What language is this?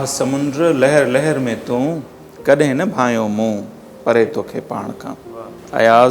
Sindhi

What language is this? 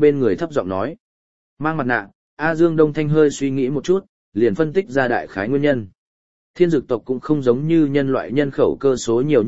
Vietnamese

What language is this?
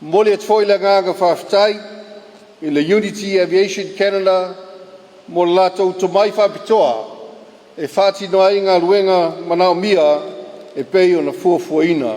Samoan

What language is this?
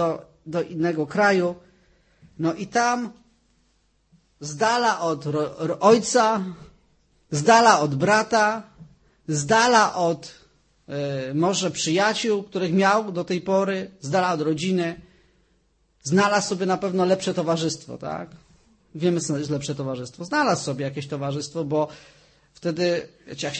Polish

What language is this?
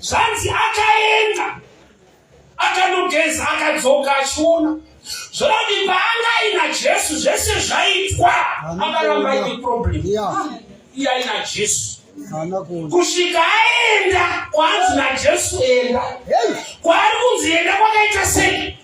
Shona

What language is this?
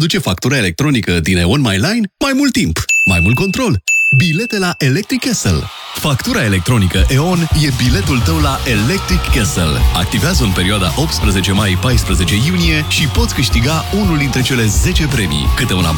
Romanian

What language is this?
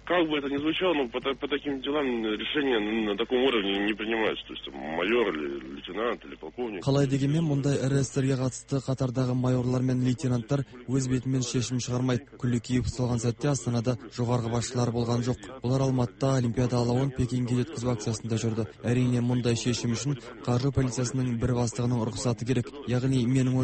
Kazakh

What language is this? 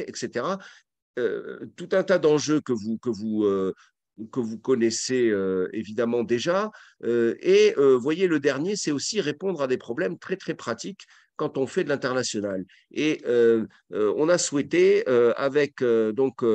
French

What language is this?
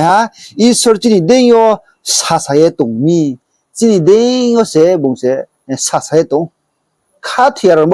Riang (India)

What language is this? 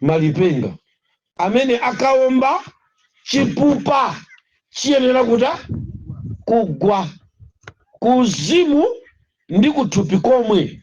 Nyanja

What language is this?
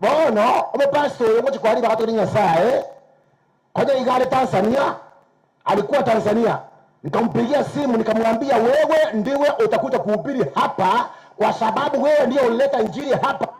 Gusii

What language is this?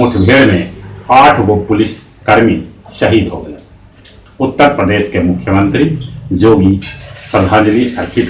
Magahi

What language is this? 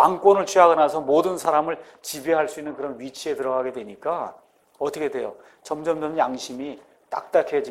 Korean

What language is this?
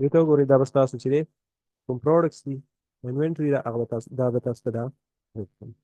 Pashto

